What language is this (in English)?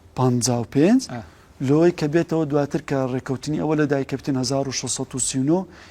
Central Kurdish